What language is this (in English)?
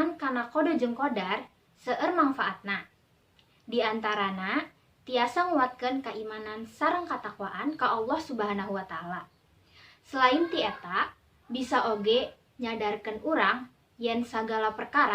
Sundanese